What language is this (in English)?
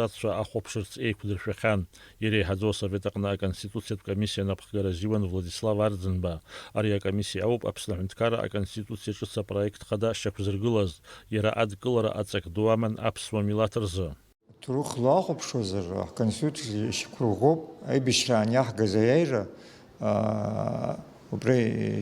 Abkhazian